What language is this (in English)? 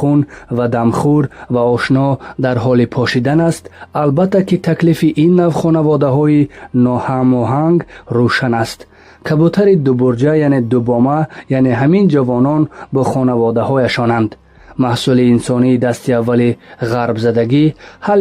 Tajik